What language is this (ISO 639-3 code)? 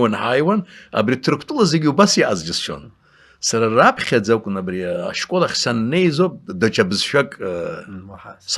abk